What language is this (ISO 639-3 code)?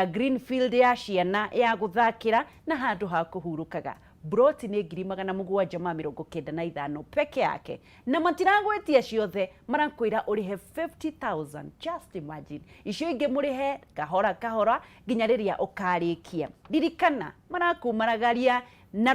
kik